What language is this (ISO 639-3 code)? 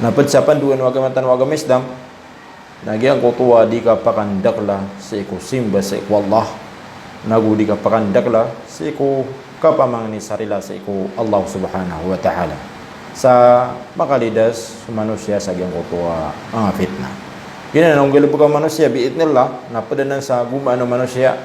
mrw